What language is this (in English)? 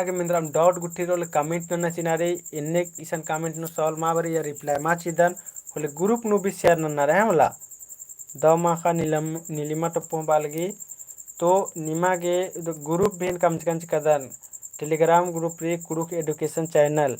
Kurukh